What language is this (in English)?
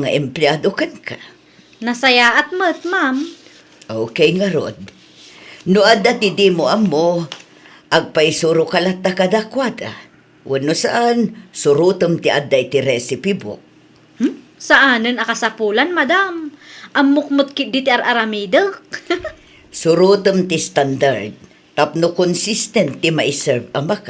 Iloko